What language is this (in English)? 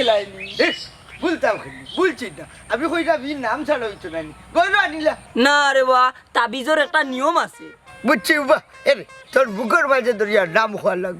Sylheti